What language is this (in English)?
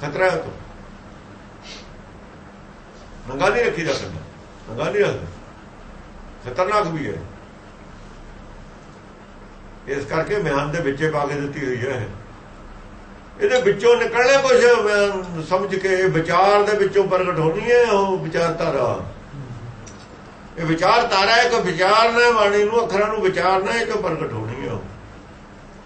Punjabi